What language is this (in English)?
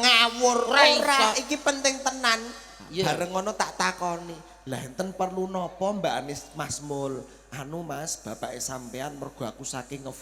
Javanese